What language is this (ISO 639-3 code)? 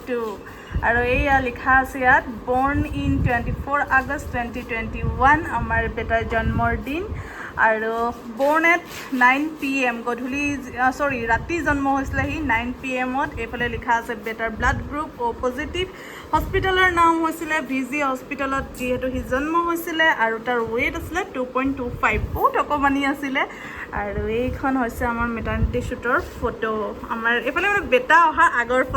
asm